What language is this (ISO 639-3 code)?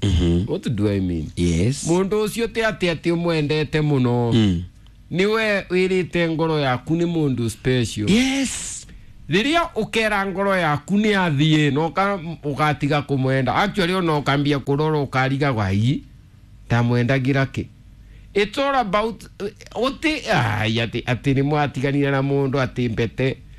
kik